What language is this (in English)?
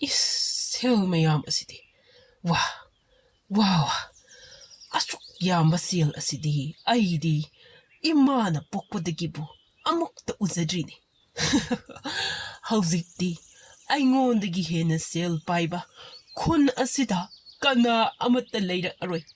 Manipuri